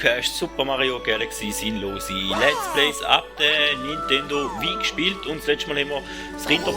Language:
Swiss German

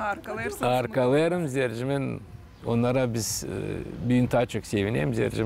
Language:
Gagauz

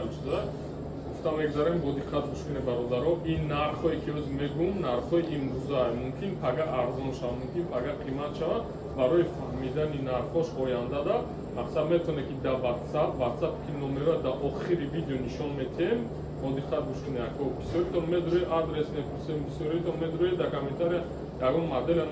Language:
Tajik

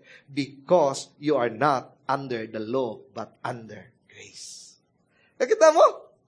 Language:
Cebuano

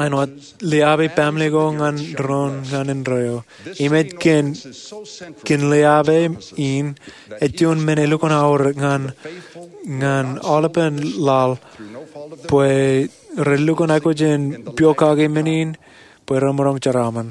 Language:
Marshallese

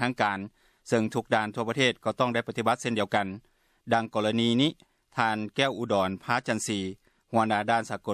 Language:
Lao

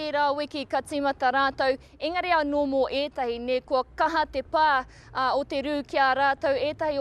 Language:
Māori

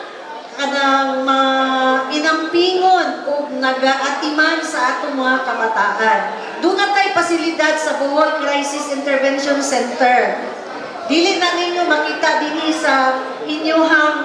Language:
Cebuano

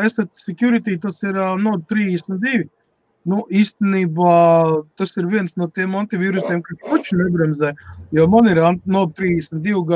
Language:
Latvian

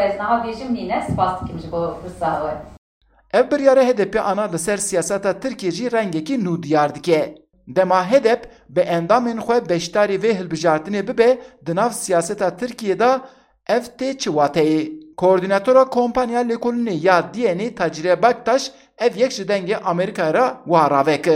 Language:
Kurdish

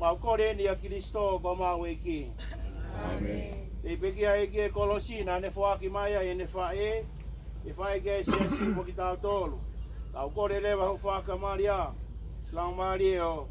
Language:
Tongan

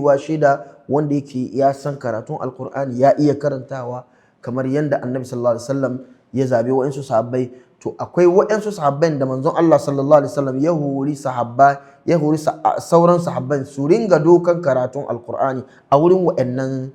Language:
Hausa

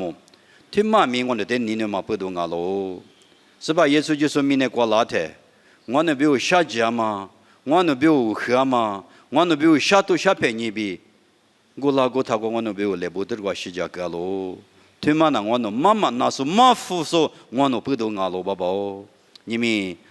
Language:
Lisu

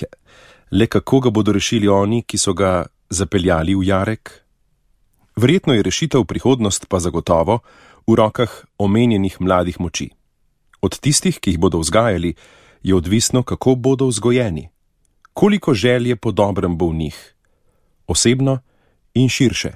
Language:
Slovenian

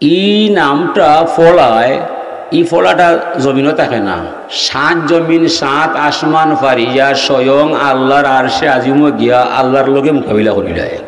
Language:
Sylheti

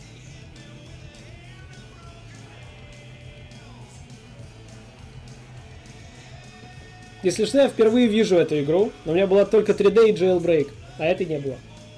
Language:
Russian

